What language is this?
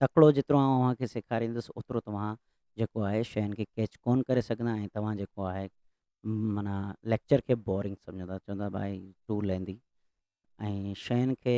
Sindhi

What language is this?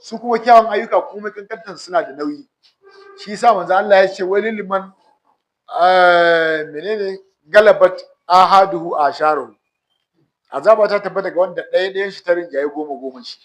Hausa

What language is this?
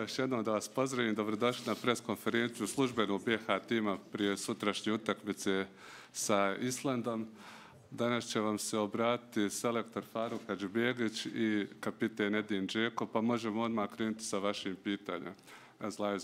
Bosnian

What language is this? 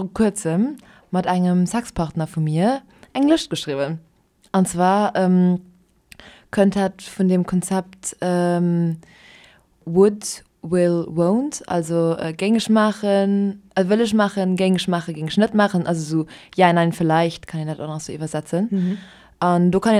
Luxembourgish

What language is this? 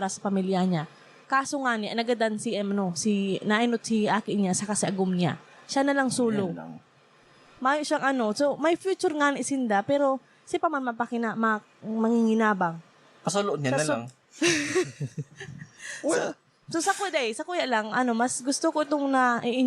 Bikol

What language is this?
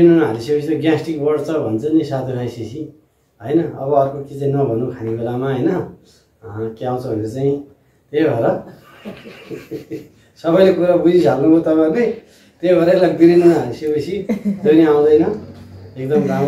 Nepali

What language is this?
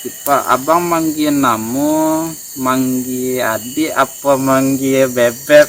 Minangkabau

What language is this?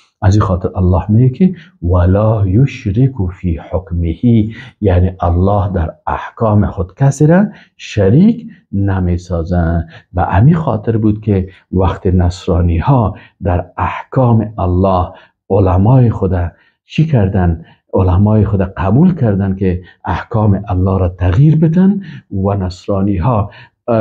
Persian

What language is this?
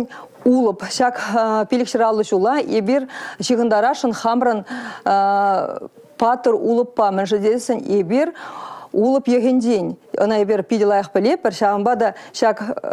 Chuvash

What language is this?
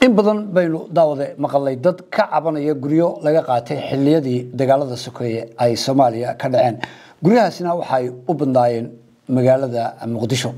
Somali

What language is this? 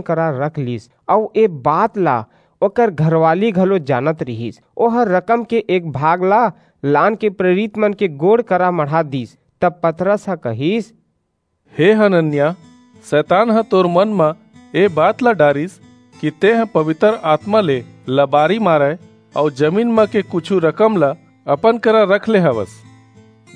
Chhattisgarhi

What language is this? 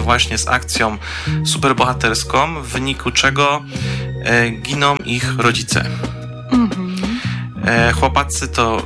Polish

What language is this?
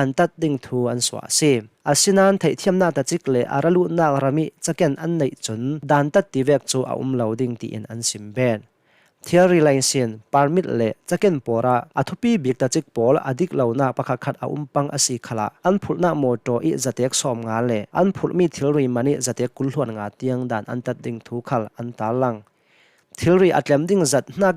Hakha Chin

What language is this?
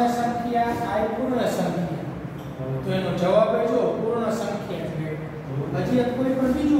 Gujarati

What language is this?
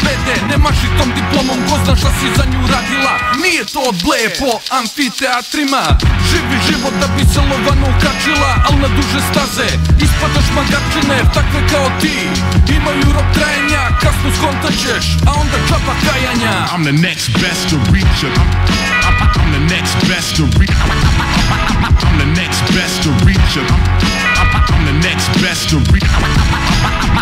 Serbian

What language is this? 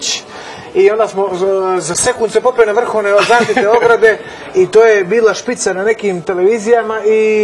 Serbian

